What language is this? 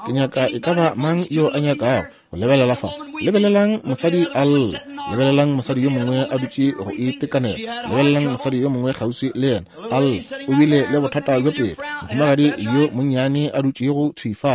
Northern Sotho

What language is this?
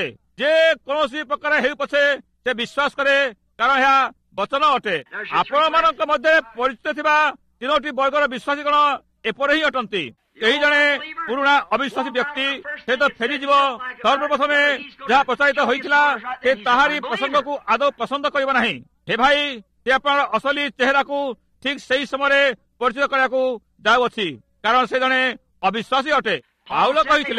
Odia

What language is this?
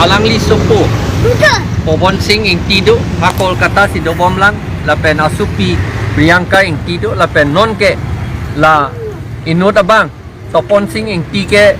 Karbi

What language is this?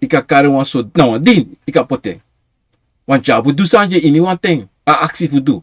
Sranan Tongo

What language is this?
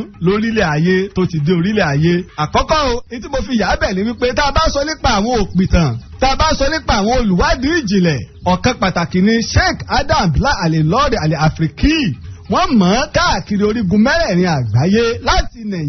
Yoruba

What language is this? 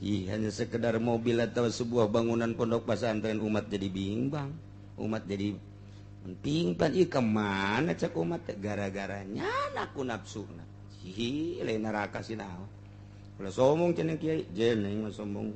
Sundanese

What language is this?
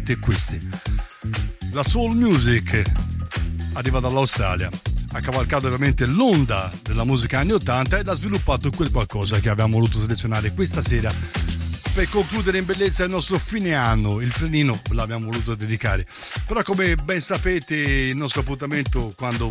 Italian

